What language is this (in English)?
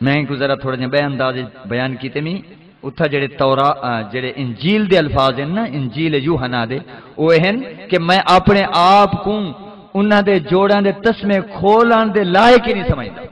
Saraiki